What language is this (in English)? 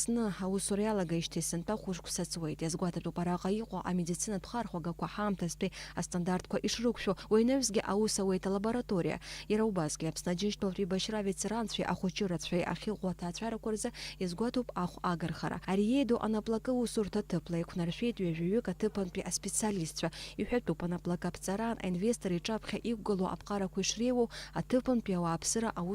Abkhazian